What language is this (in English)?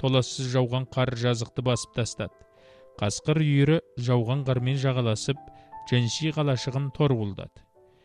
Kazakh